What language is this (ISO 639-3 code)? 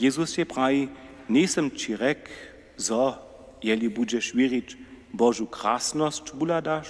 hsb